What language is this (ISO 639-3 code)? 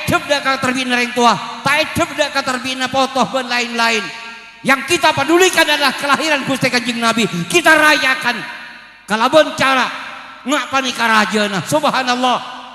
mad